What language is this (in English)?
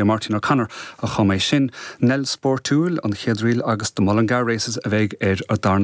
Irish